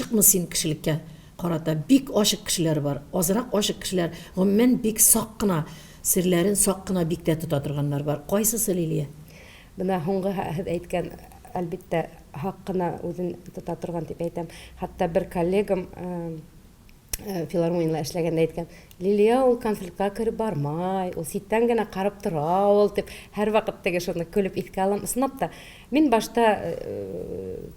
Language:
Bashkir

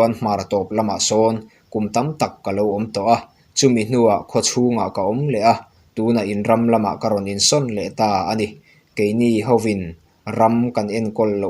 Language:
Mizo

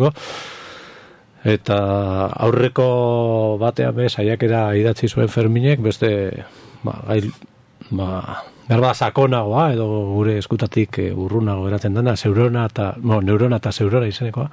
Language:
Basque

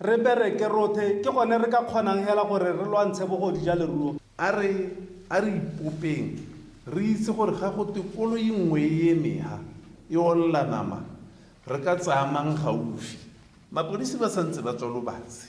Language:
Tswana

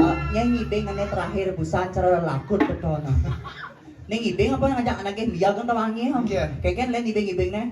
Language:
Balinese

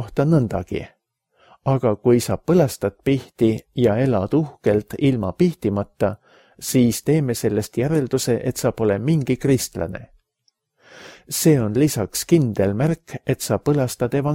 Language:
Estonian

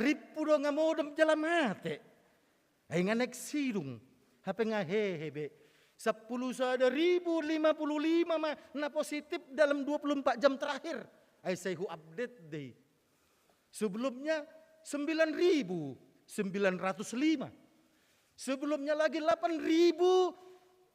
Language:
Batak Toba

